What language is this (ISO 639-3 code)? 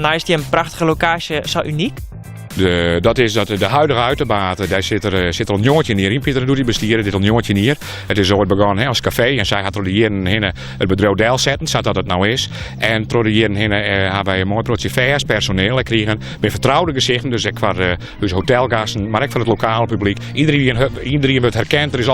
fry